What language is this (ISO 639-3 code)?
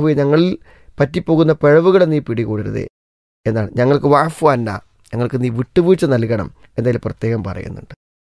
mal